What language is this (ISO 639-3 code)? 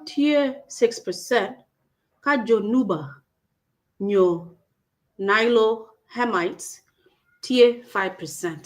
ach